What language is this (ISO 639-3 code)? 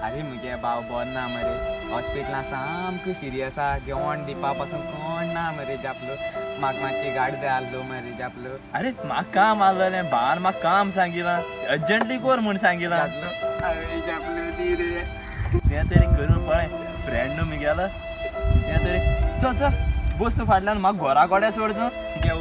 kok